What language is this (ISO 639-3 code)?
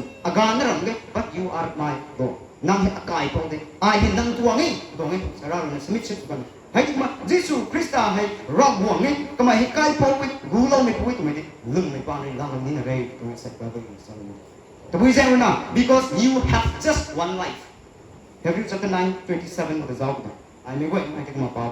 nbu